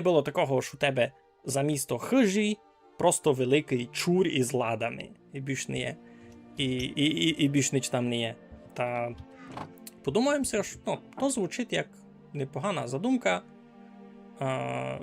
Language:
Rusyn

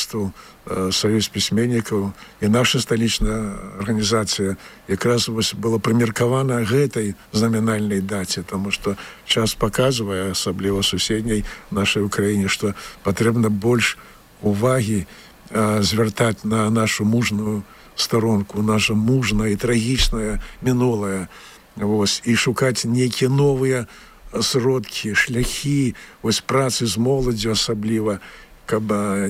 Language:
Belarusian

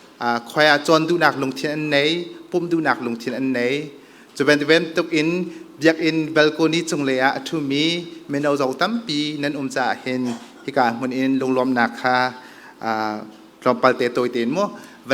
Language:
Hakha Chin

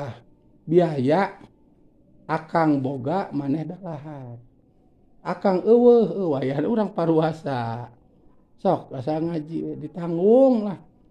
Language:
Sundanese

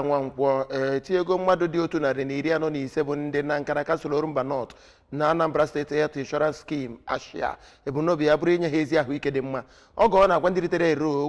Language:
Igbo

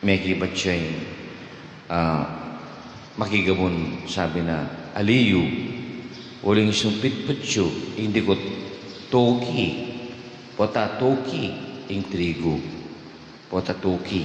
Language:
Pampanga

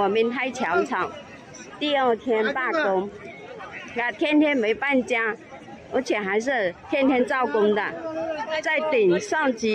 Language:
Chinese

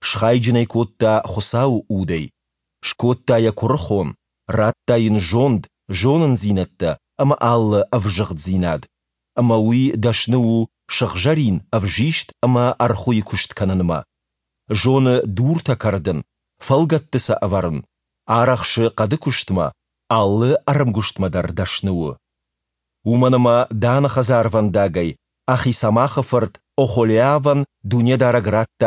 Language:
Ossetic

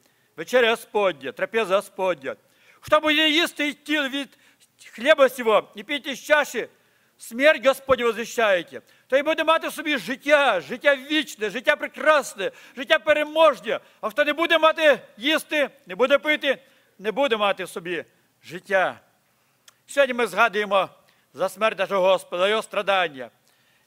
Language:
Ukrainian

